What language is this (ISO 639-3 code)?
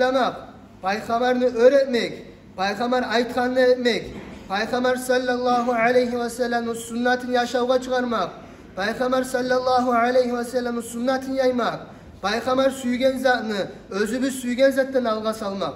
kum